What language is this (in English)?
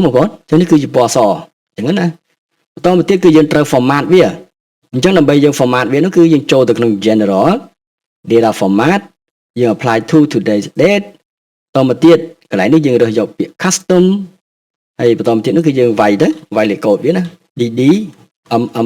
Khmer